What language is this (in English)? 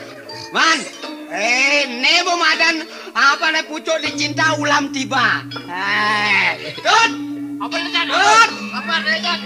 Balinese